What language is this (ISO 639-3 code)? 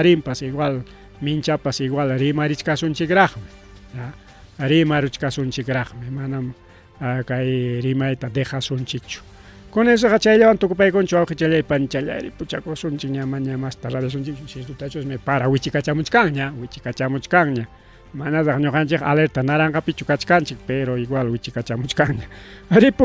quy